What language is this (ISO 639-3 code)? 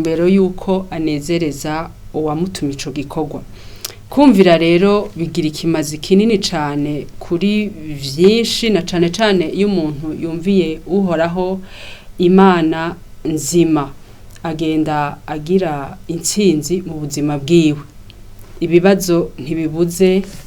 run